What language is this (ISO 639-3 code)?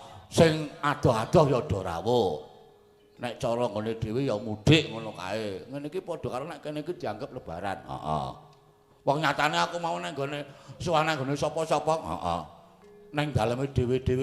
jav